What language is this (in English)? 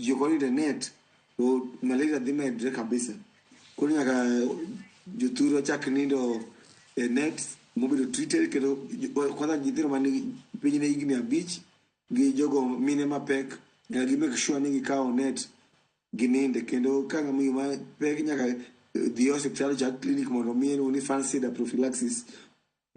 Luo (Kenya and Tanzania)